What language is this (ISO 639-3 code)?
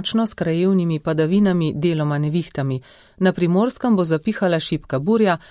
slv